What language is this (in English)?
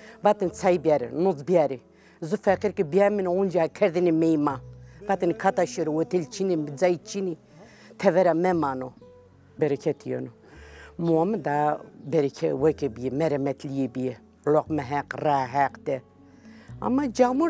Zaza